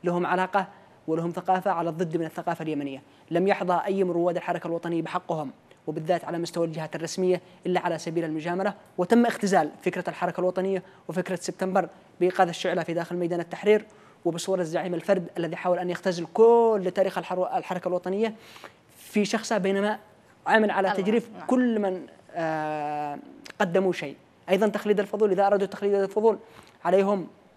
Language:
Arabic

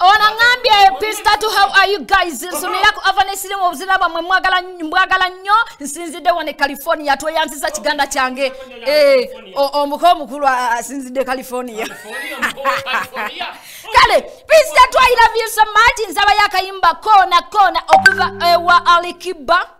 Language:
Ganda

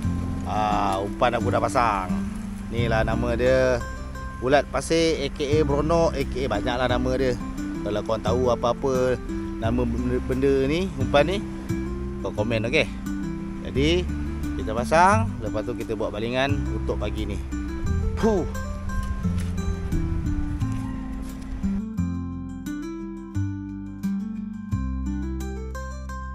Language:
Malay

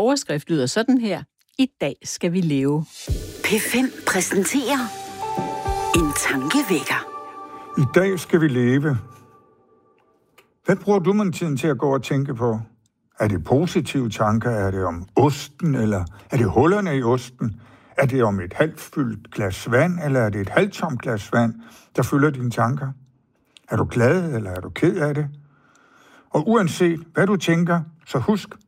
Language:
Danish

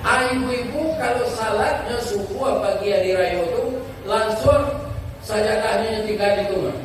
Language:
Minangkabau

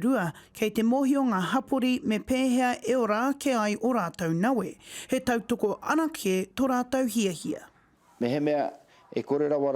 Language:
Māori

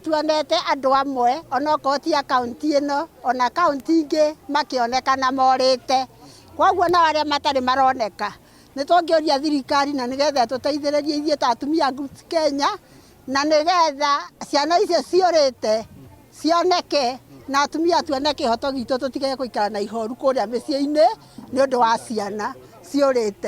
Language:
Kikuyu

